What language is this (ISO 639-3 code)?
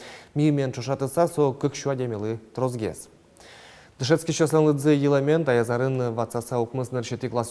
udm